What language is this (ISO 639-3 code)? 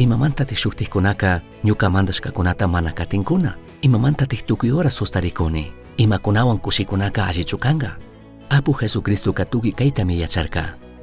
qug